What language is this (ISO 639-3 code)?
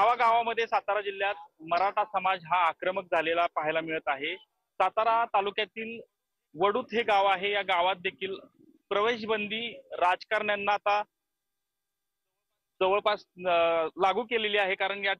mar